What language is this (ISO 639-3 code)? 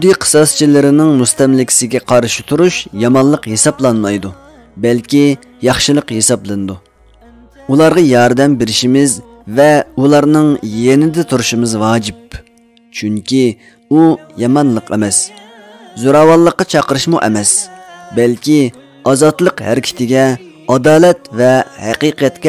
uig